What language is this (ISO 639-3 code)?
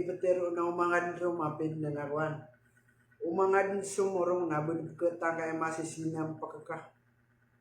mrw